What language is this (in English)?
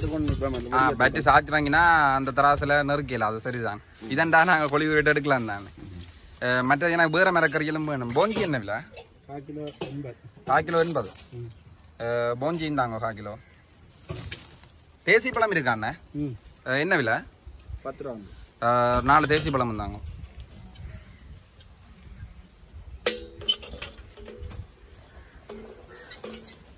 Tamil